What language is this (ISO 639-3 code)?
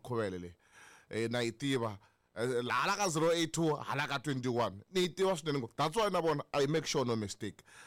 tso